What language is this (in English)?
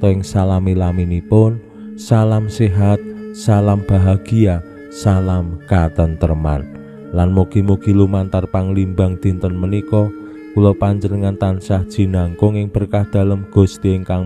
Javanese